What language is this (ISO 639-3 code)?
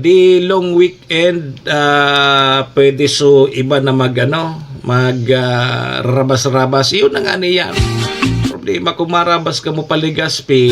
bik